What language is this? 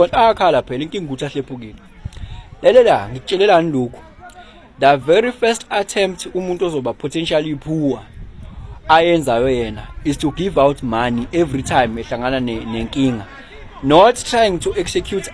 Zulu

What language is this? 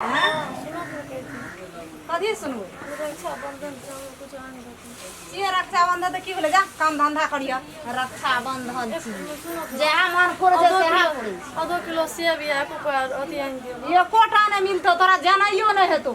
Maithili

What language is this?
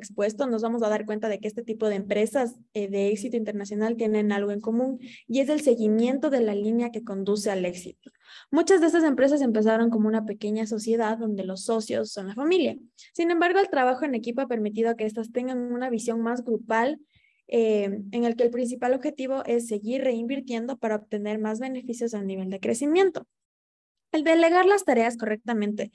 Spanish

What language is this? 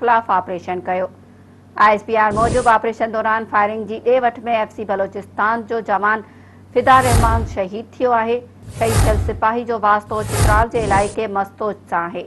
Sindhi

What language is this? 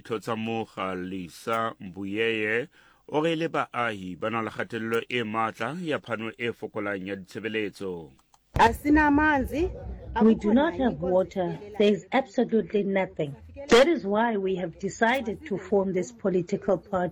Southern Sotho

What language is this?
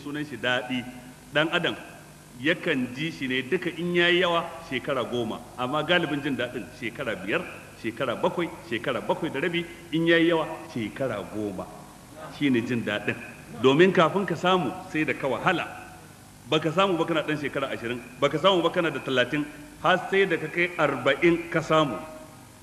Hausa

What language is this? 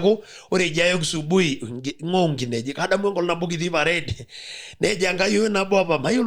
Masai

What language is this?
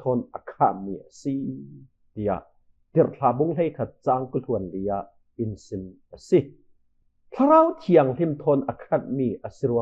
Falam Chin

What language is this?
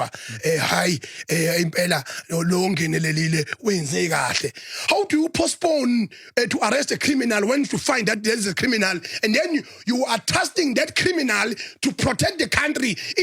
Zulu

